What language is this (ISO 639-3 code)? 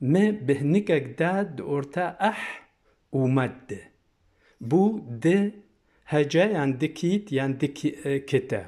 kur